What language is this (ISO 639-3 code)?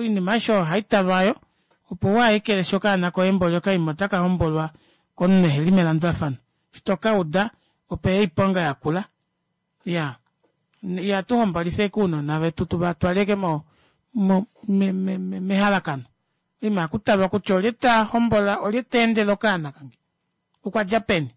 kua